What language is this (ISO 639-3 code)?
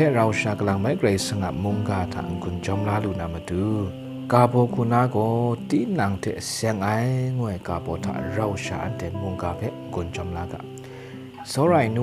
kac